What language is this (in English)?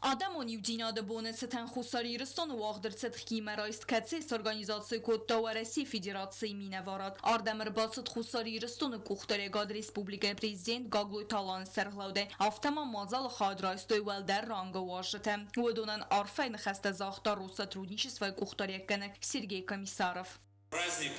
Ossetic